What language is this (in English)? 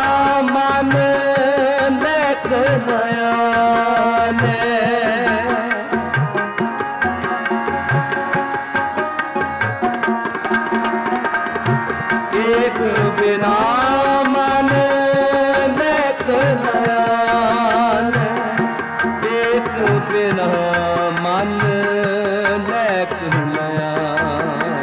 Hindi